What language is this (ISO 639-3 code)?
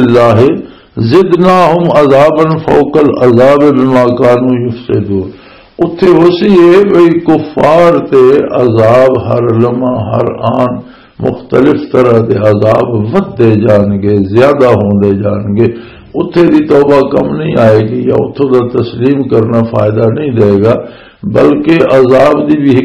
lah